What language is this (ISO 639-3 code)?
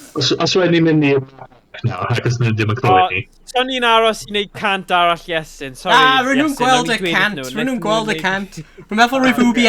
cym